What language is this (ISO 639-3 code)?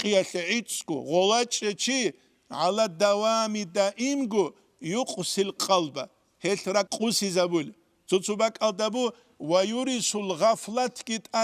ava